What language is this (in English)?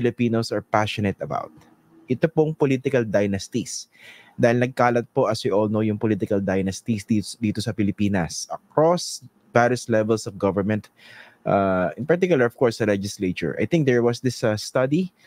Filipino